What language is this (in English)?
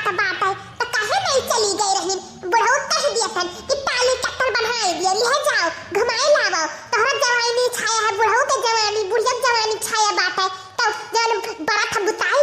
Awadhi